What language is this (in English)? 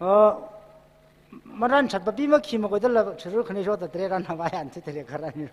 Tangkhul Naga (India)